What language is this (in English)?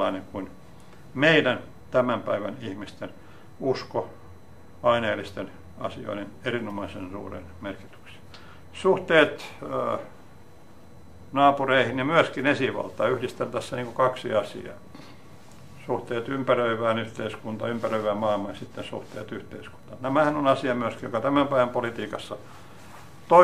Finnish